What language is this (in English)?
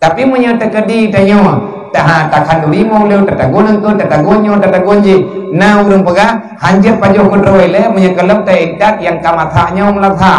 Achinese